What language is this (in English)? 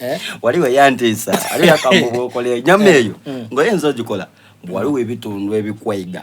Soga